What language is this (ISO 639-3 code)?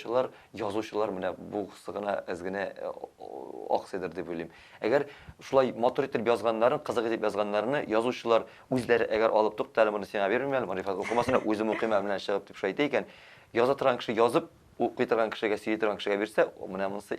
tat